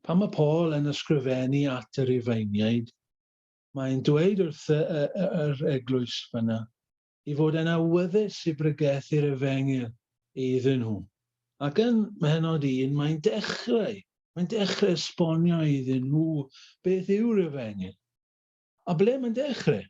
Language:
Welsh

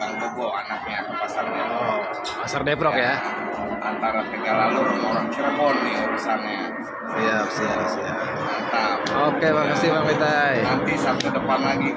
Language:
Betawi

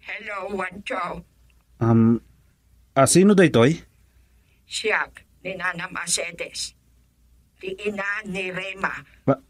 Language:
Iloko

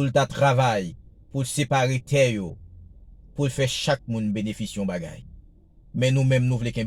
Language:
Haitian Creole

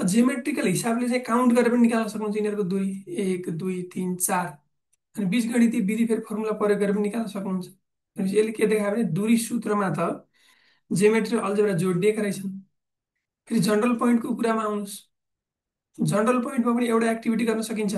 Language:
Nepali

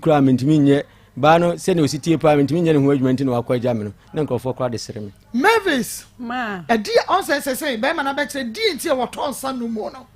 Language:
Akan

